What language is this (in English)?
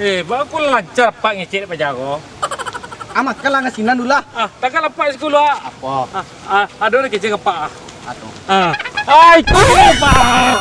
Minangkabau